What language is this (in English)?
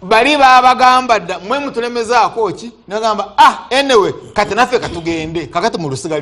Ganda